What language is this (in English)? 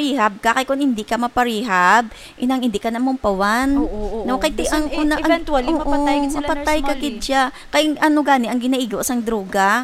Hiligaynon